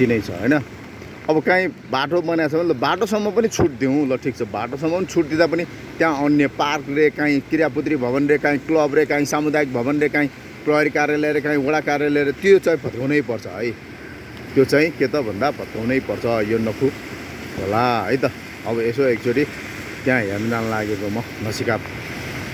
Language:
Nepali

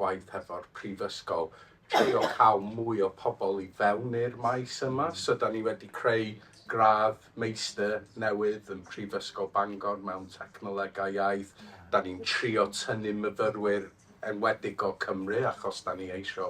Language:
Welsh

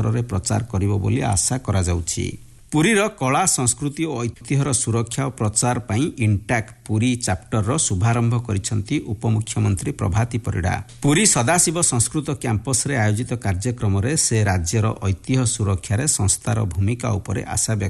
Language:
Odia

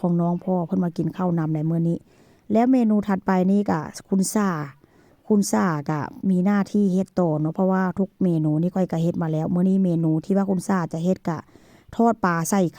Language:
Northeastern Thai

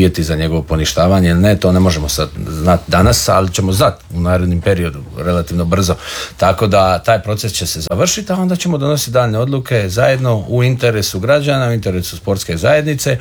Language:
Croatian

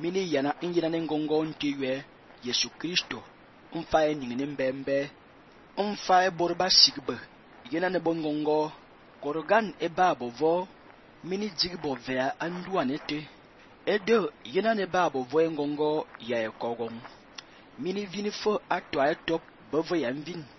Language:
Fang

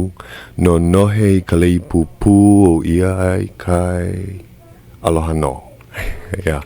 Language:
Hawaiian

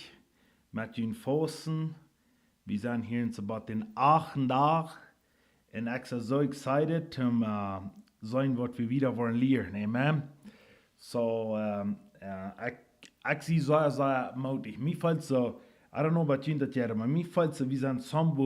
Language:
Plautdietsch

